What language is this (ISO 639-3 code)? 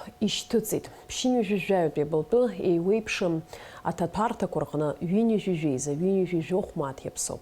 abk